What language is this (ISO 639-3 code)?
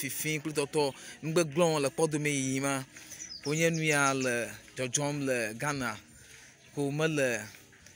ewe